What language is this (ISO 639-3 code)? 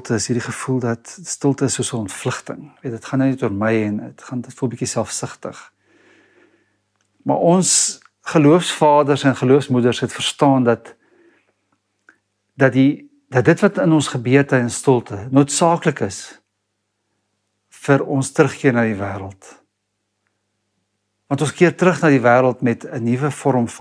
afr